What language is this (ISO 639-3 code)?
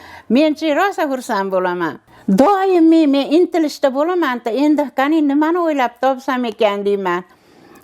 uzb